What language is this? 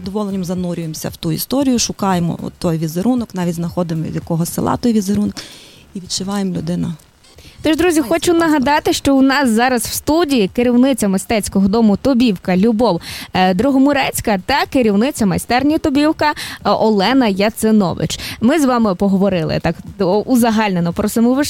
Ukrainian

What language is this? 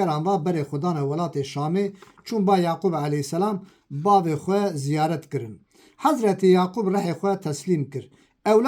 Kurdish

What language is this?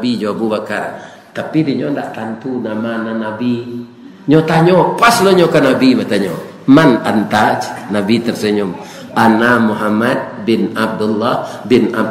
Minangkabau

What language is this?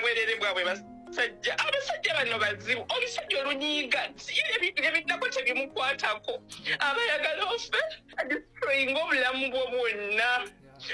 Ganda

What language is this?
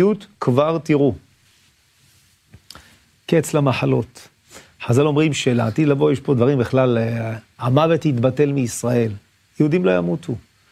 Hebrew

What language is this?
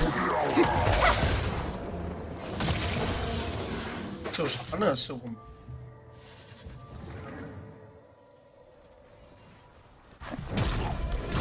Chinese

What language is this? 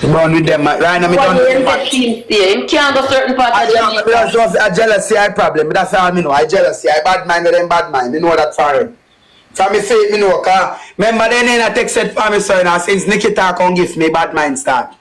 Jamaican Creole English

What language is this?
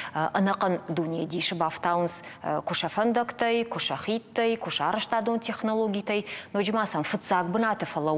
Ossetic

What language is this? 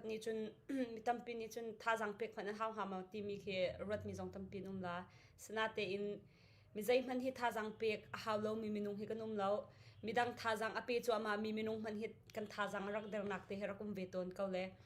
Hakha Chin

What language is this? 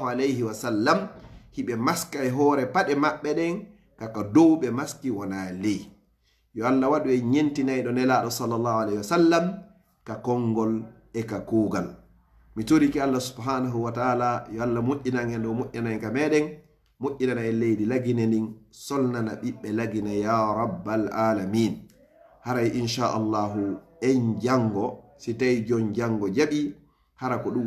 Pular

